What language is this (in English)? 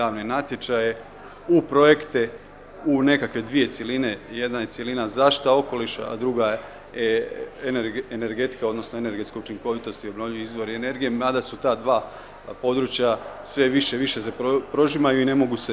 Croatian